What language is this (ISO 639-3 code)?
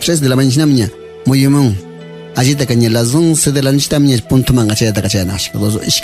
qvi